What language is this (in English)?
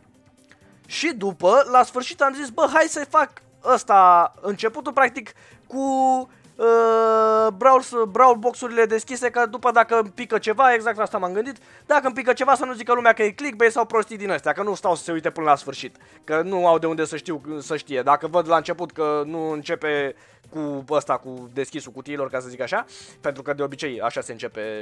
Romanian